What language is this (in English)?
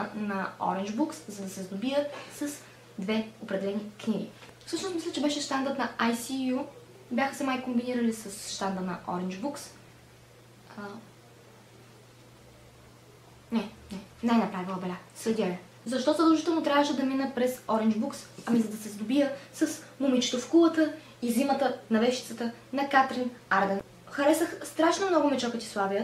Bulgarian